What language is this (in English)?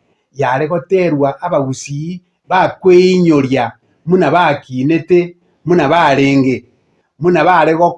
Gusii